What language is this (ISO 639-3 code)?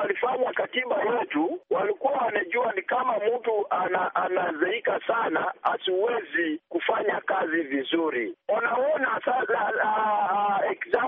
swa